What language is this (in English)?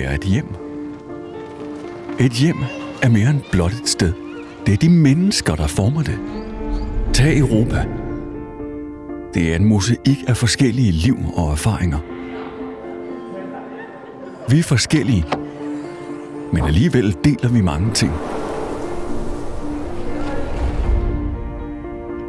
Danish